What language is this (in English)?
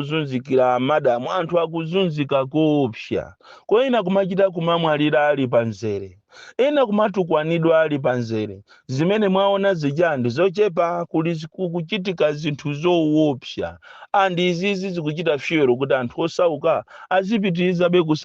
Nyanja